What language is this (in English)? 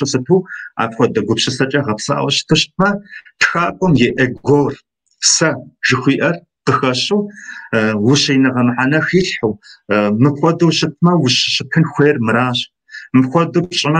Kabardian